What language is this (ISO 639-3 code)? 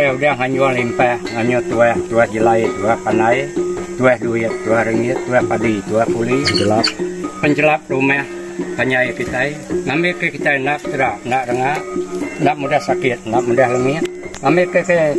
iba